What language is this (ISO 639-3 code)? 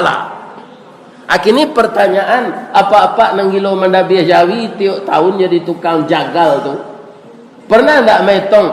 min